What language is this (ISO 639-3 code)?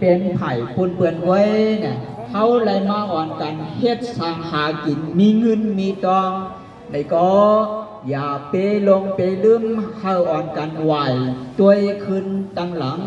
shn